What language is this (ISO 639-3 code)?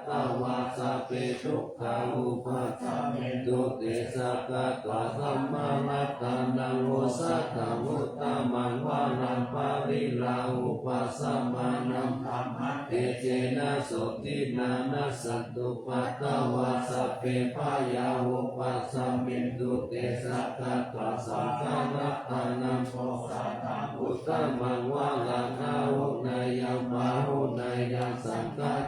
pli